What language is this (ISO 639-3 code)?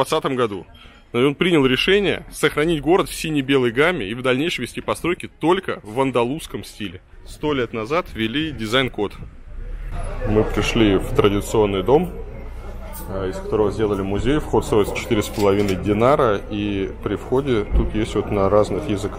rus